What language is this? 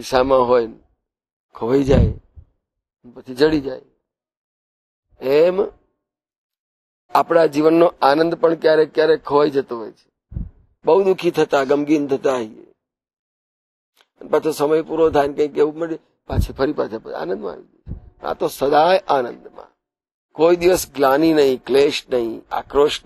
Gujarati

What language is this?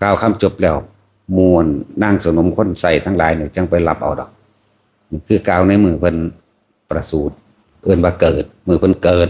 Lao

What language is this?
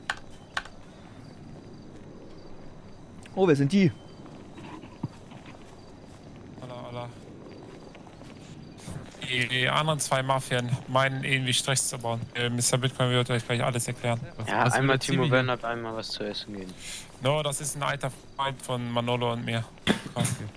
German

